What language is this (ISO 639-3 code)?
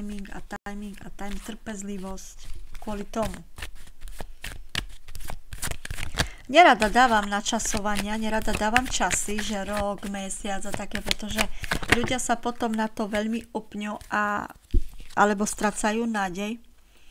slk